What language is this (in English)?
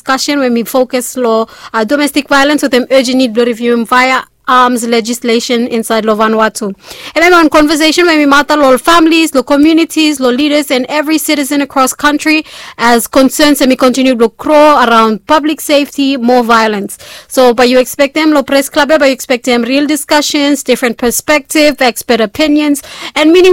Bislama